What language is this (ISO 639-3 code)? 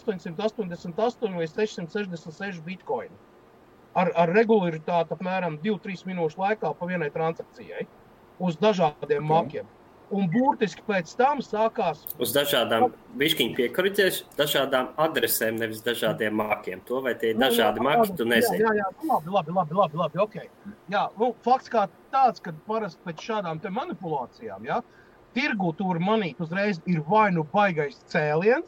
lav